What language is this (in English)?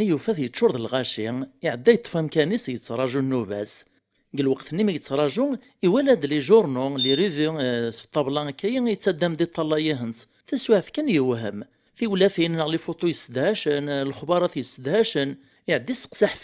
Kabyle